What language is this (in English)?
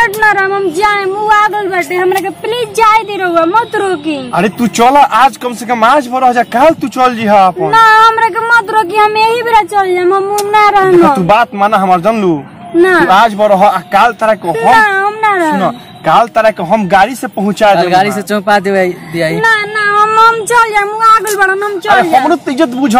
Bhojpuri